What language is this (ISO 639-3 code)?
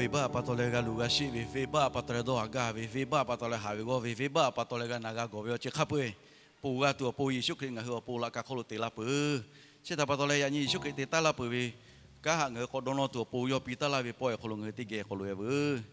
lhu